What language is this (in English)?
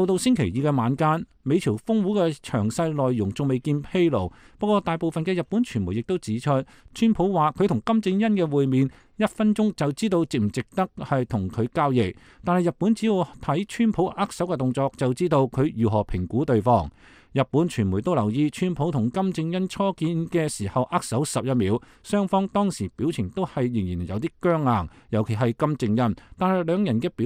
Cantonese